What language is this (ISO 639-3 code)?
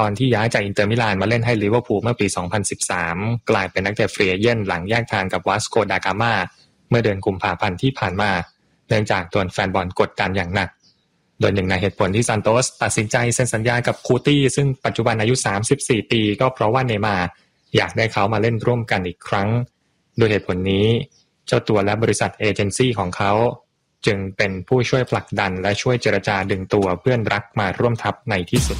tha